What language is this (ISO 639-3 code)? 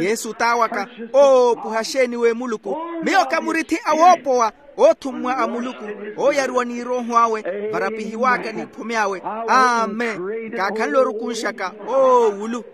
vmw